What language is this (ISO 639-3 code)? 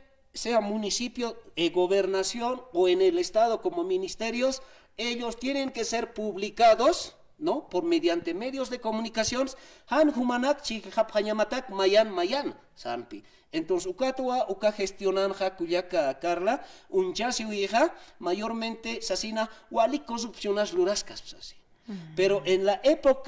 aym